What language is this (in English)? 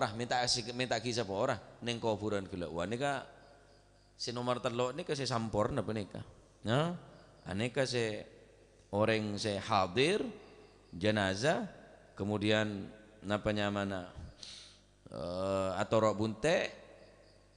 Madurese